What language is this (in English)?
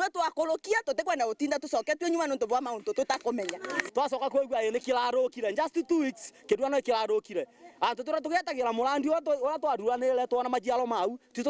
Meru